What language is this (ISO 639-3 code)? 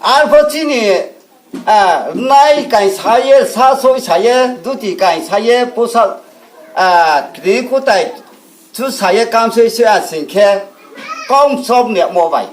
ria